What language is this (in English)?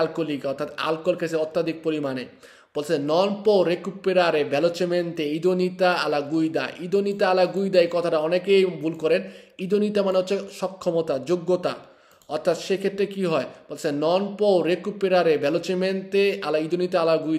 Bangla